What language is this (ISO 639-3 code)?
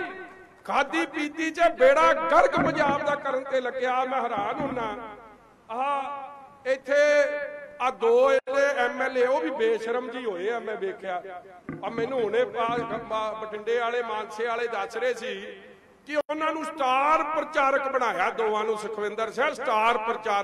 pan